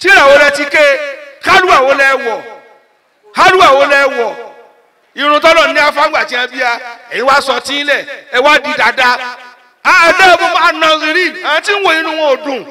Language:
Yoruba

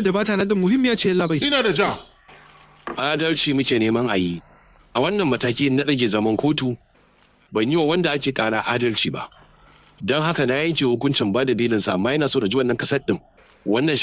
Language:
Hausa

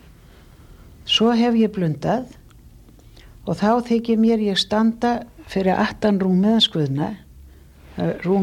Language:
Icelandic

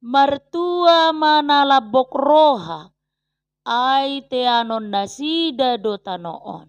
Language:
Batak Toba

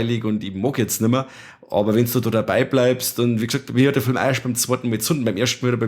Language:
Bavarian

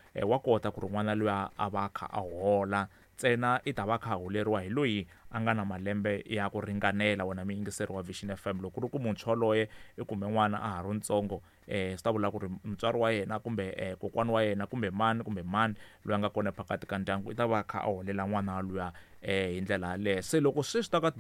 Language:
Tsonga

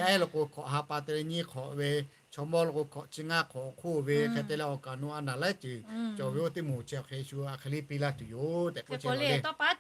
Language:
Lahu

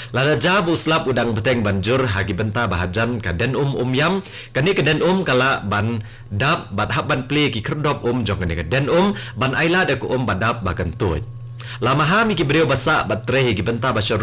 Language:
Khasi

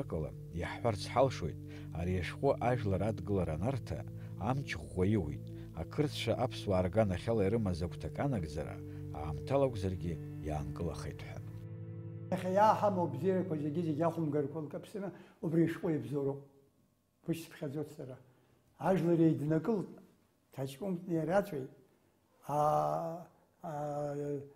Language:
Abkhazian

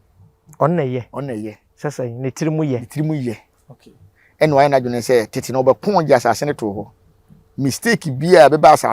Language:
Akan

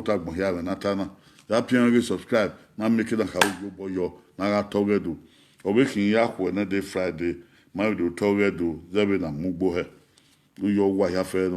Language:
Bini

